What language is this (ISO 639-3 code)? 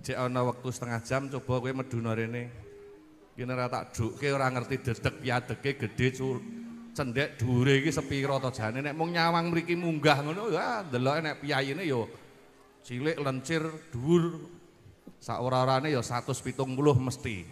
jav